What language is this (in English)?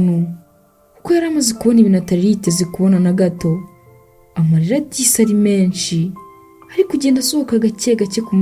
Kinyarwanda